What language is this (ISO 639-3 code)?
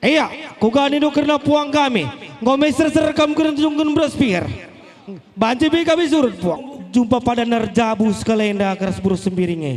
btx